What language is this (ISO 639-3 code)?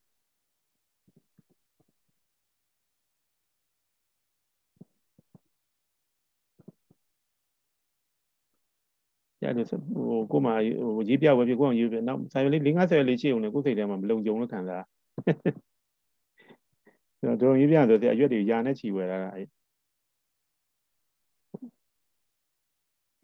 mya